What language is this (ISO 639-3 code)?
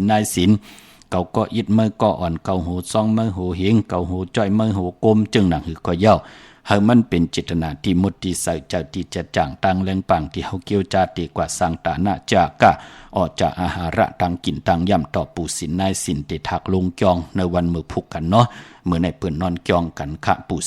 shn